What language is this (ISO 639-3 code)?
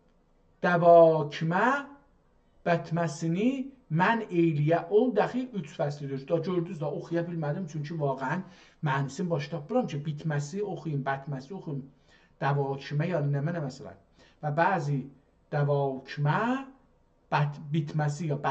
azb